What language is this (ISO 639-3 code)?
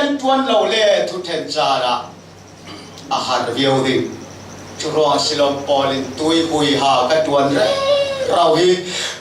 cfm